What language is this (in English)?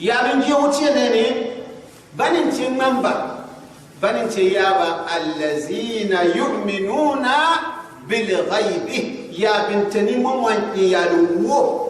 Gourmanchéma